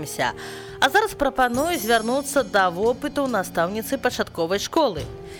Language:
Belarusian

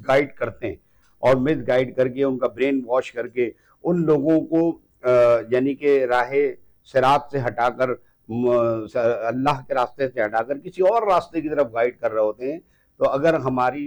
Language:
Urdu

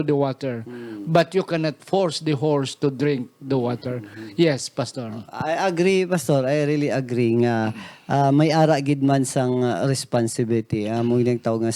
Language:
Hiligaynon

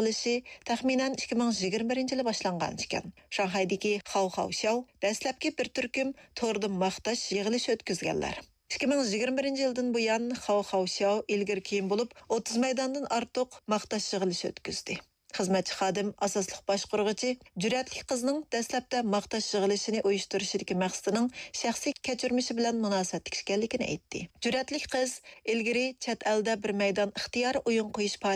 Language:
Uyghur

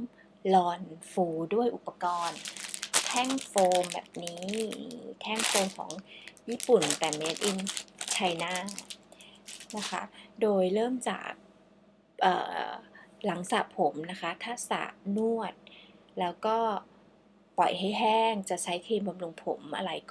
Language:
Thai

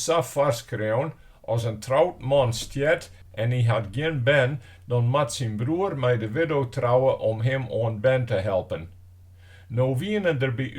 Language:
Western Frisian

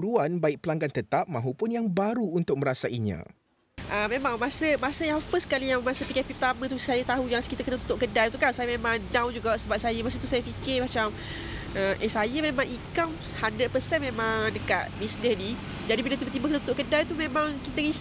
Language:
Malay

